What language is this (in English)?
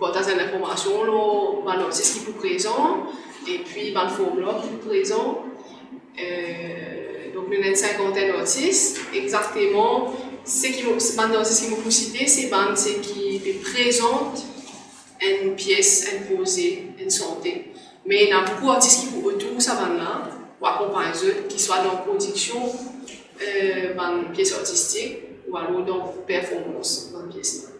Morisyen